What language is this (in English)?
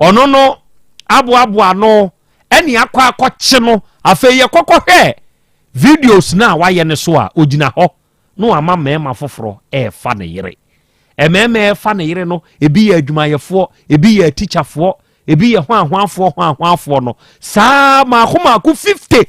Akan